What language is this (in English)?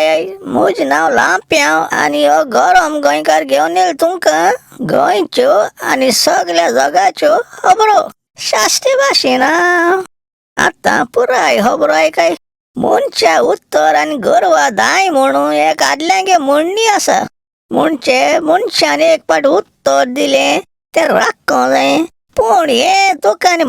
Konkani